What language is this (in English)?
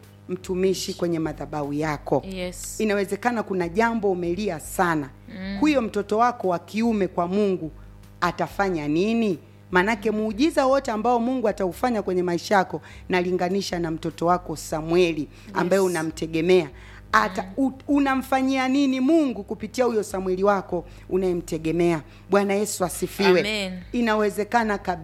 Swahili